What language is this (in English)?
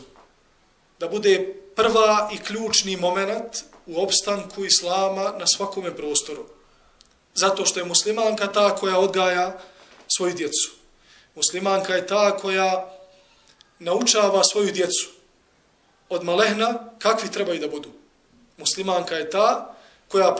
Bosnian